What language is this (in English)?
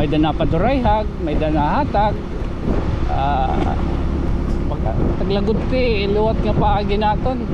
Waray